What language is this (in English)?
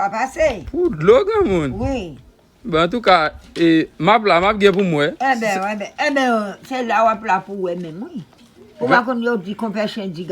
Haitian Creole